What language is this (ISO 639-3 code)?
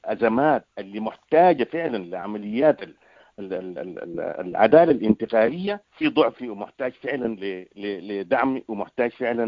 apd